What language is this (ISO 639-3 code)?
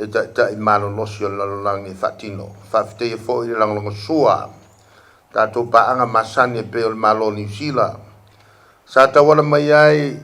smo